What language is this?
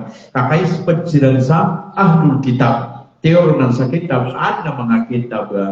Maranao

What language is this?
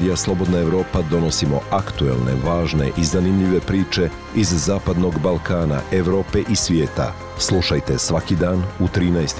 Bosnian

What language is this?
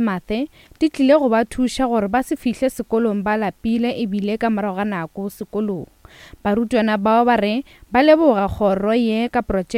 Northern Sotho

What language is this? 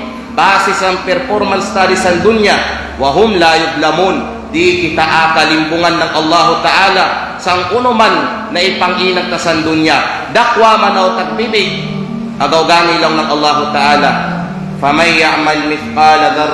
Kalagan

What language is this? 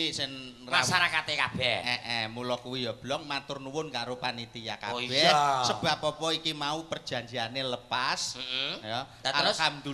Javanese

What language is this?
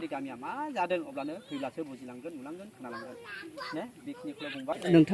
Bodo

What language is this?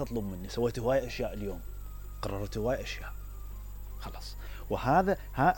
Mesopotamian Arabic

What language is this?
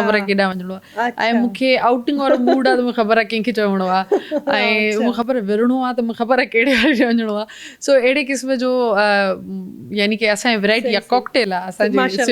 Sindhi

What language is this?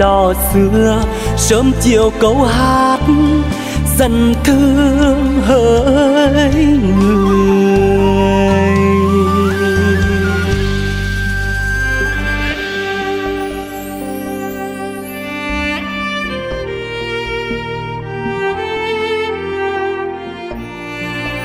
Vietnamese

